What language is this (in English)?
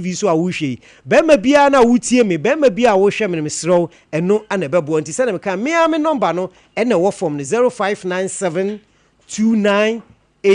Akan